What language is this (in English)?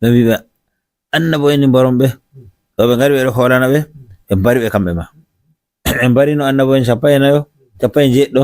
Fula